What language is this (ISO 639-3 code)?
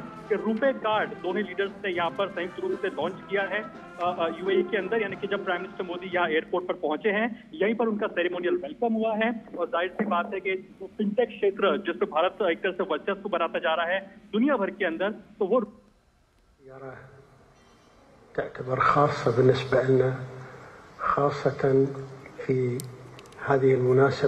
hin